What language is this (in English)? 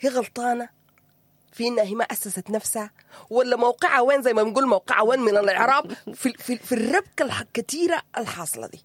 Sudanese Arabic